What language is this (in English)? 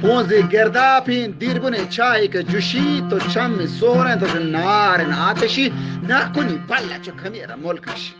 Eastern Balochi